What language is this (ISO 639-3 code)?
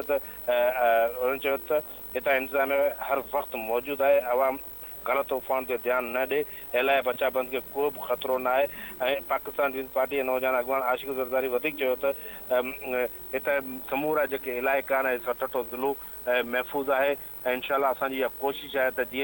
snd